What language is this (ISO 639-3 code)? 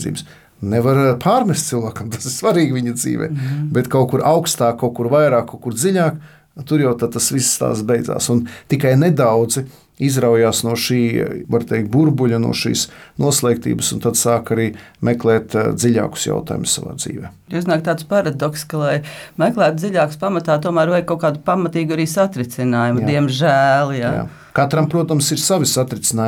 lav